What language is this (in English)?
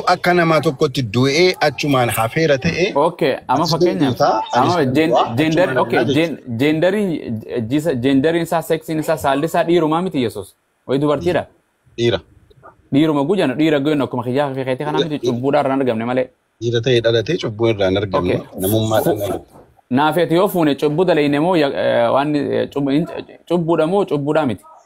Oromo